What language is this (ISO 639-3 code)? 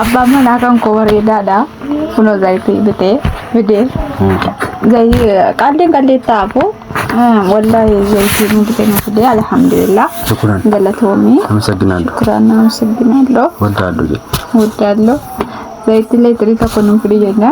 orm